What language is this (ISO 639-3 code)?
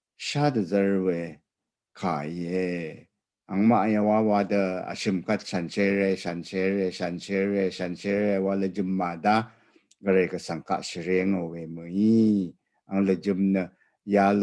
raw